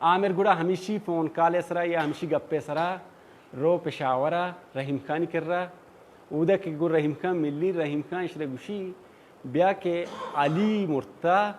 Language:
Baluchi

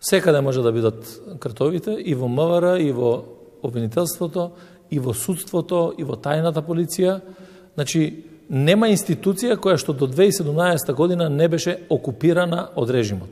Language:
Macedonian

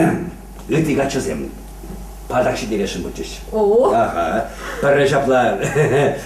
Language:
Chuvash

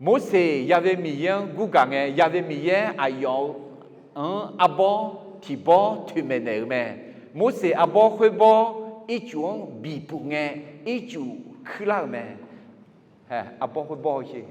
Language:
Akha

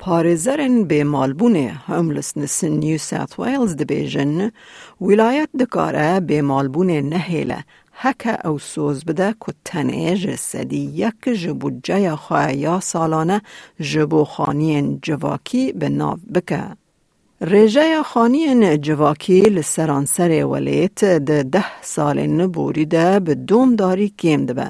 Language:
Kurdish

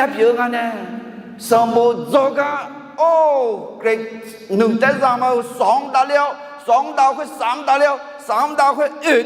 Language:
Akha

